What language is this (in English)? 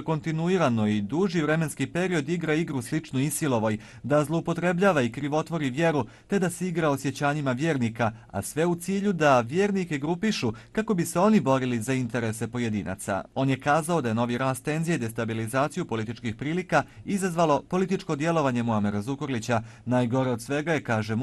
Bosnian